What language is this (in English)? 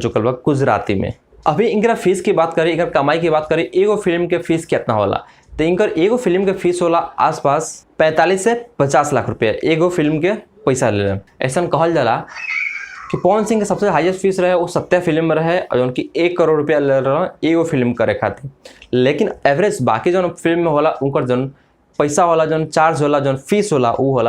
Bhojpuri